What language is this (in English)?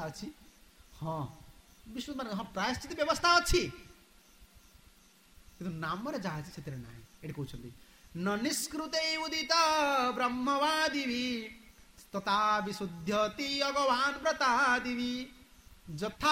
Odia